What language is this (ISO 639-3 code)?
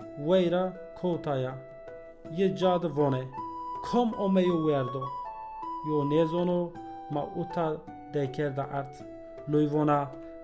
zza